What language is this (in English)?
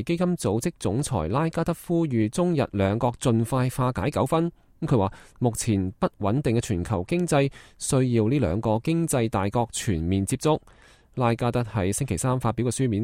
Cantonese